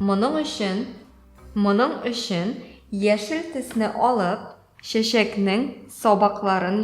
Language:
Tatar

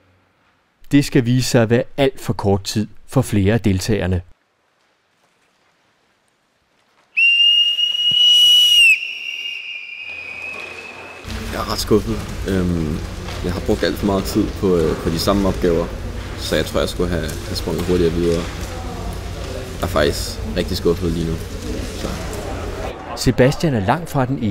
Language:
Danish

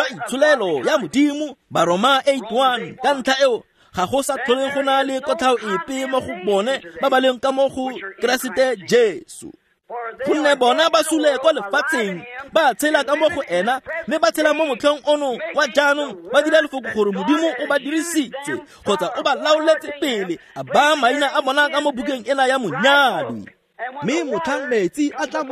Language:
Tswana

